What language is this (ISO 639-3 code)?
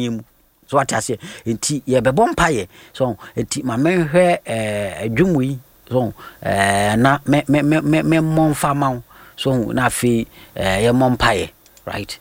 aka